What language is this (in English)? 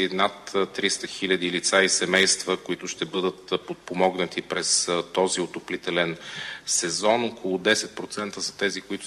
Bulgarian